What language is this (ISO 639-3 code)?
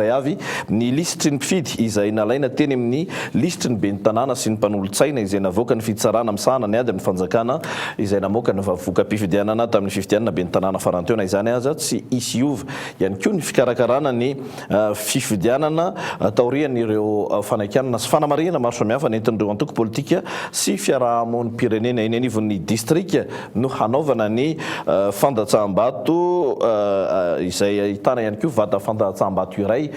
mlg